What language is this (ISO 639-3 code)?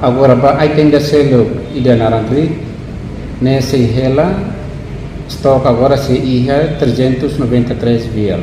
tet